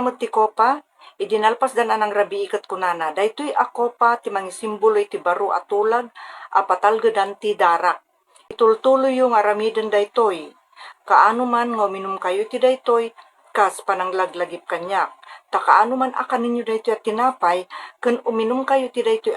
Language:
Iloko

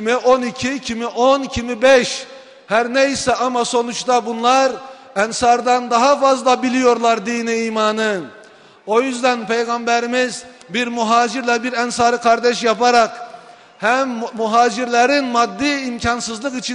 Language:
Turkish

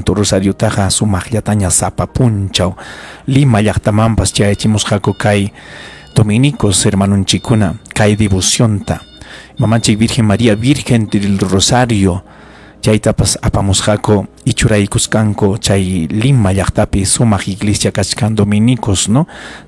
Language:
Ayacucho Quechua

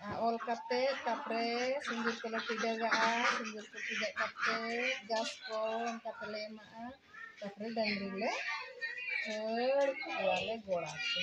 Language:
Santali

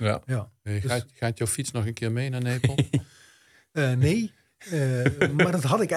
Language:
Dutch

